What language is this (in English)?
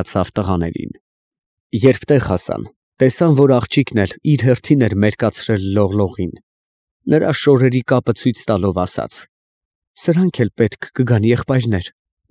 Armenian